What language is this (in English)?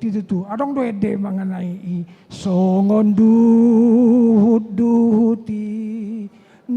Batak Toba